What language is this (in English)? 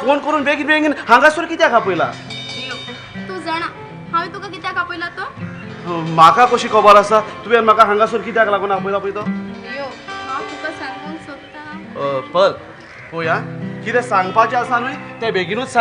Konkani